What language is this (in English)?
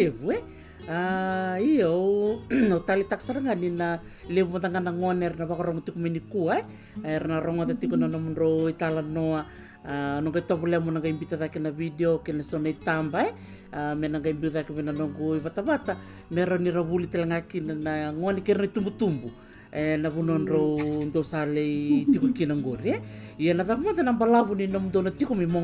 Fijian